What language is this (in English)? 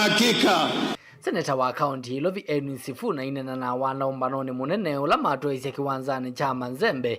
Kamba